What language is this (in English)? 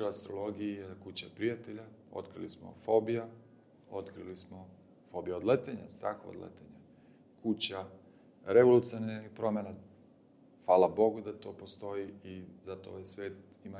Serbian